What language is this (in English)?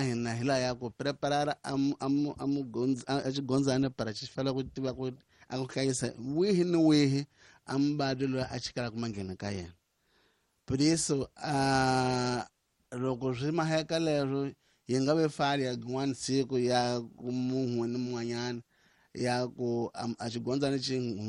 Tsonga